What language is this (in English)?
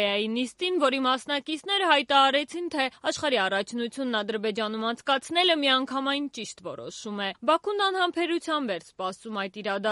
Armenian